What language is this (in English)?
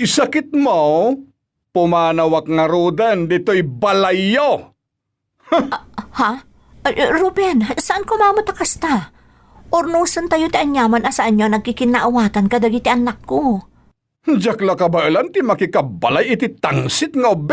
Iloko